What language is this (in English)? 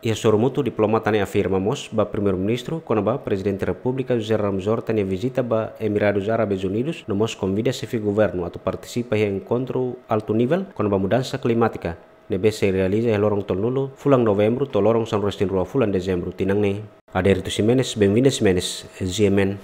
Tetum